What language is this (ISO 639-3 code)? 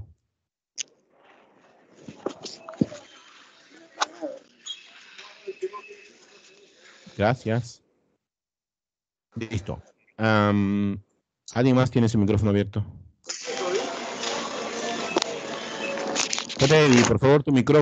spa